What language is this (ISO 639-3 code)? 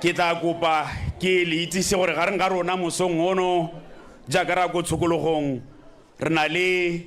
tsn